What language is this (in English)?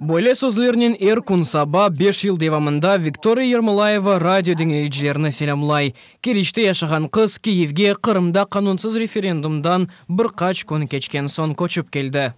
Crimean Tatar